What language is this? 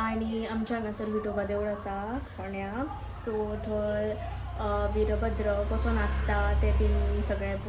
Konkani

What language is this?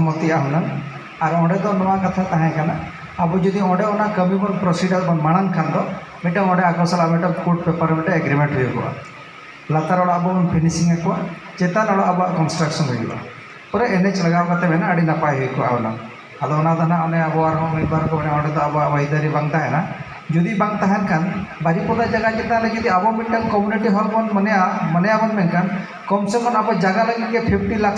Santali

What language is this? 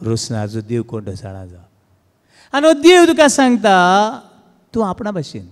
Konkani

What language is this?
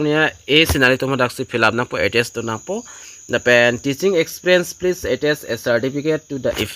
Karbi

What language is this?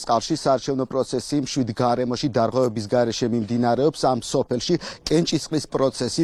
Georgian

